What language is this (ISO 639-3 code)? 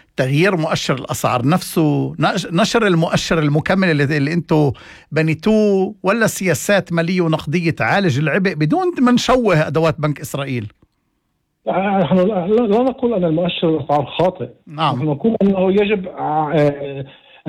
apc